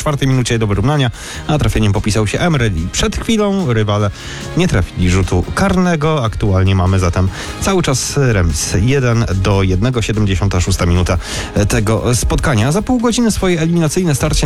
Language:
Polish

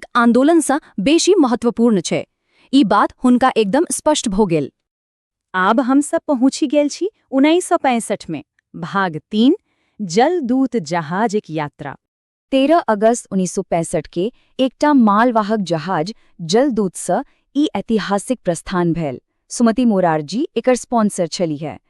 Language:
Maithili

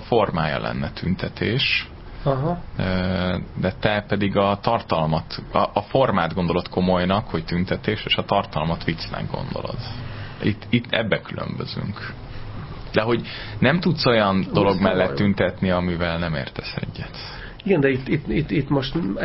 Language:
Hungarian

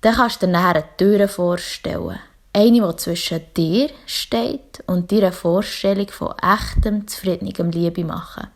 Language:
Swiss German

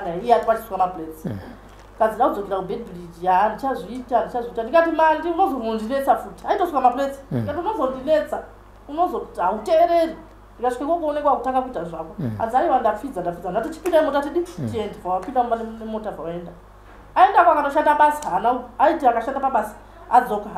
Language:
Shona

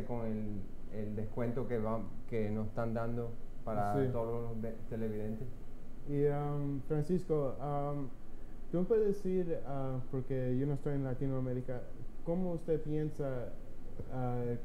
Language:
Spanish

